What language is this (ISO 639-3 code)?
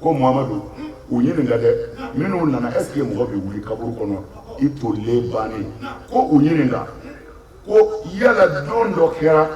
bam